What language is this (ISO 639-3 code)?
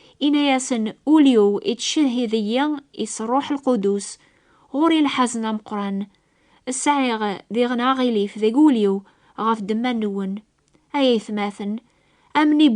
kab